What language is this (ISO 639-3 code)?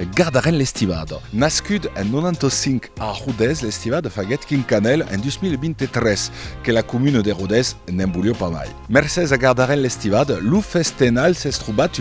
oci